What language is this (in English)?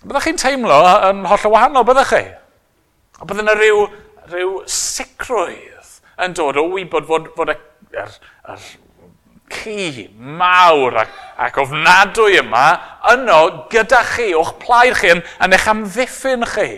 Welsh